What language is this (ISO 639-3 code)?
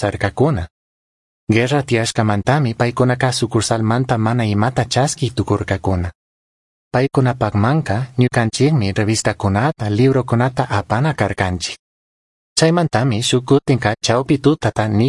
qug